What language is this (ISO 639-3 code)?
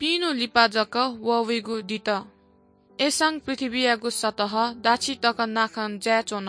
new